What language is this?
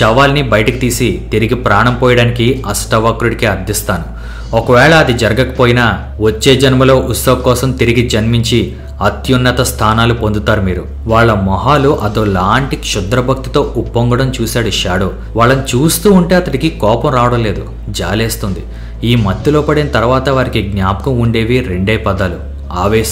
Telugu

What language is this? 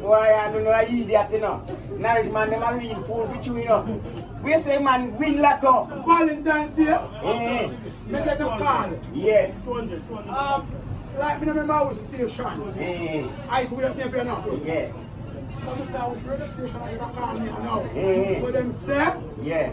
Jamaican Creole English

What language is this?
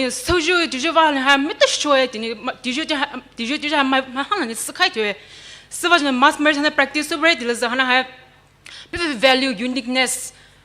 Poumei Naga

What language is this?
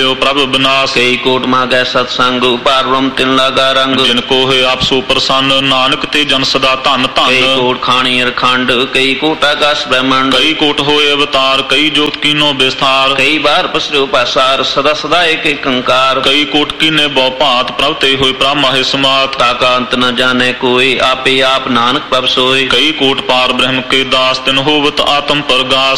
Punjabi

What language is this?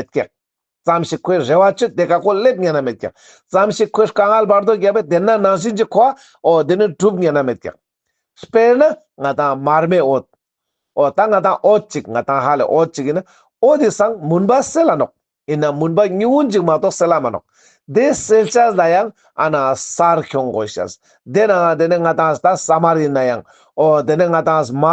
Ladakhi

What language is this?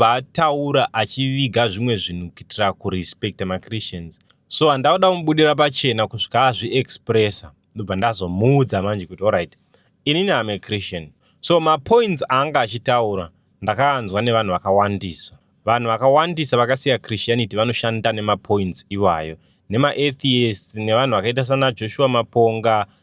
Shona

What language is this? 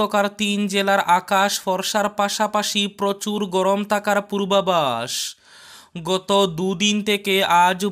Bangla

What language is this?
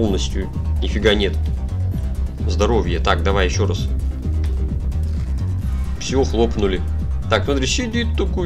Russian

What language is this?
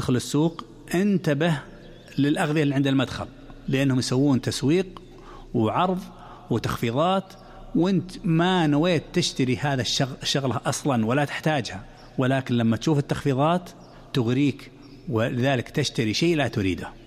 Najdi Arabic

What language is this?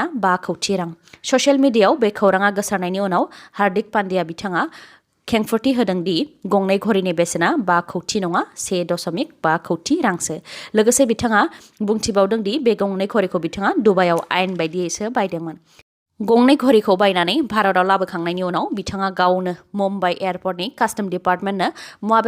Bodo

